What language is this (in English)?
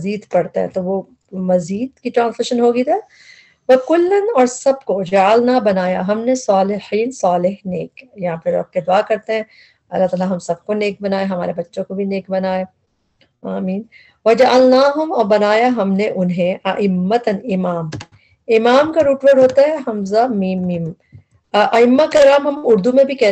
Urdu